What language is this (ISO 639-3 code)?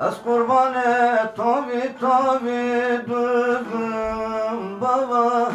zza